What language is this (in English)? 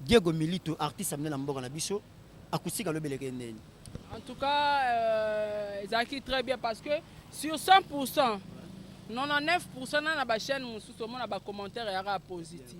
Lingala